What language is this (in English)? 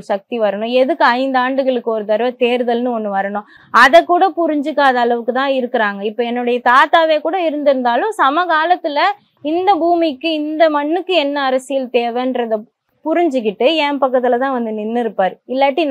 Tamil